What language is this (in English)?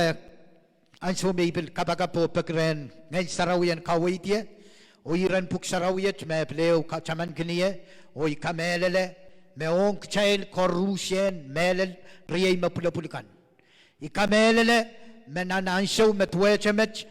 Pohnpeian